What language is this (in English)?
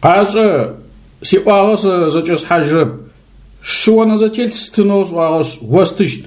Adyghe